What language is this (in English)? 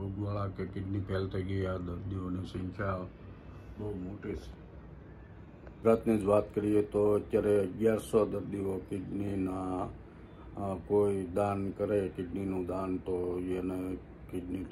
Gujarati